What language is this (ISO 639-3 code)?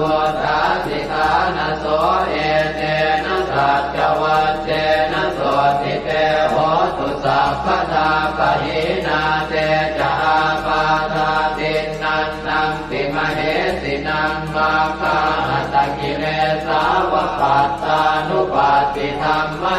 pli